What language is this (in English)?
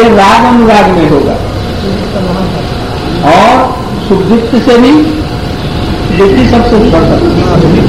Hindi